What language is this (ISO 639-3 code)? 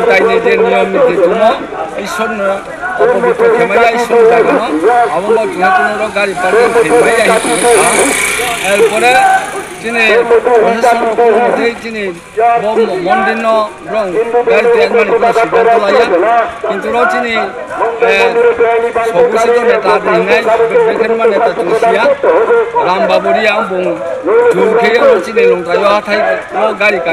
ria